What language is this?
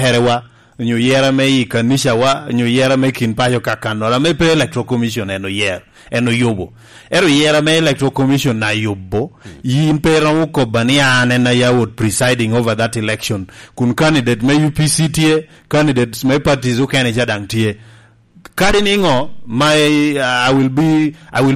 Lango (Uganda)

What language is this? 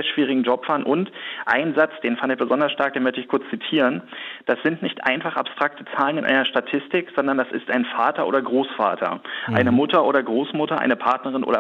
German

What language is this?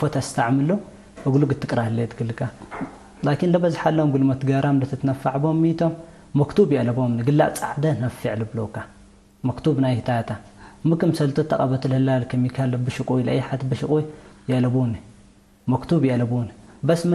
Tigre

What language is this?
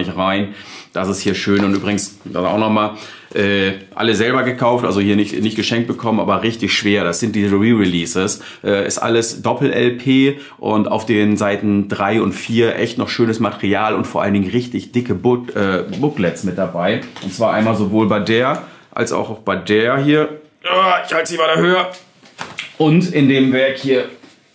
German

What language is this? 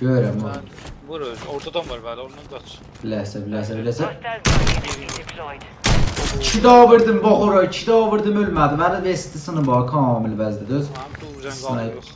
South Azerbaijani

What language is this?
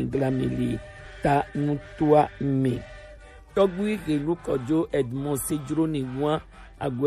Gen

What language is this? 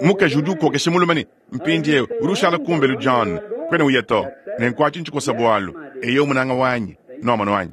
Luba-Lulua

